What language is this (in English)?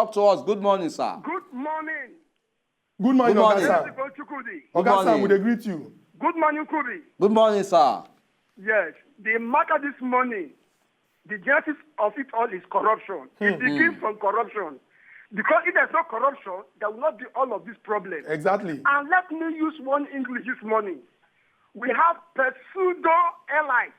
Nigerian Pidgin